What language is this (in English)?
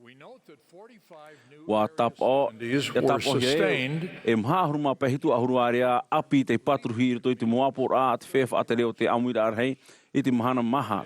Tahitian